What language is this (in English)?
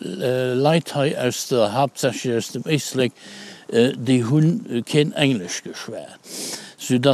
Luxembourgish